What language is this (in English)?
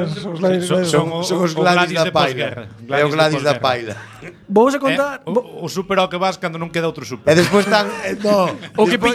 Galician